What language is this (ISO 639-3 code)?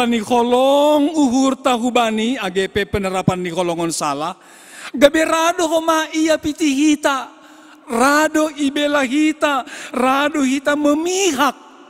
bts